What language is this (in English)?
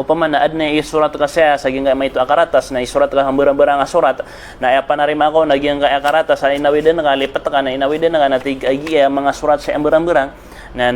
Maranao